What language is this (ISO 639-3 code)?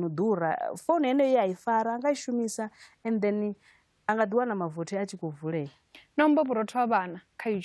ven